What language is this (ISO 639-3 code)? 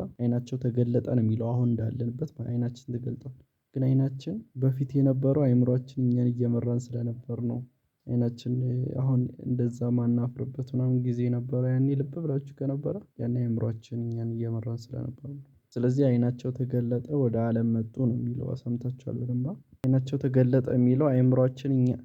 amh